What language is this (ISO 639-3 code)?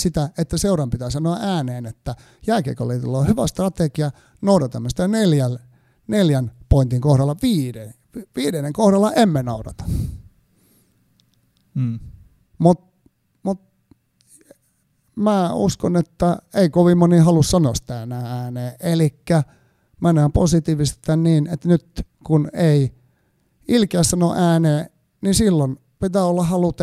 fin